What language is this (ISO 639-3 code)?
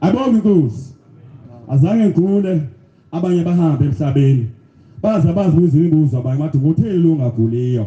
zul